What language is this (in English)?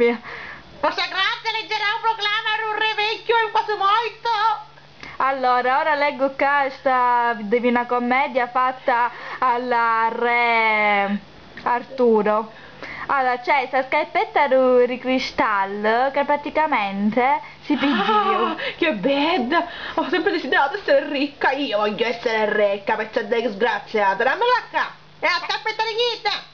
Sicilian